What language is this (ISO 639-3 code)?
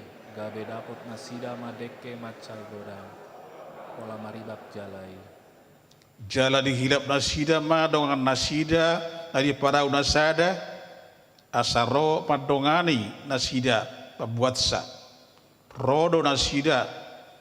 bbc